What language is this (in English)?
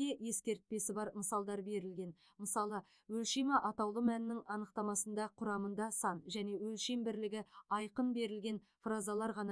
Kazakh